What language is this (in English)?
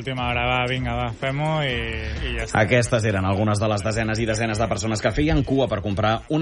Catalan